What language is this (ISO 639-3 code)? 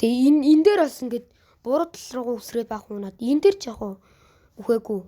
mon